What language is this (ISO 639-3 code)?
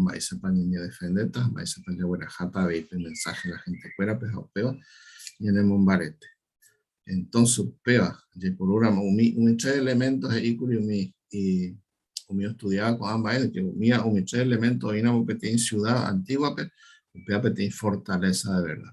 grn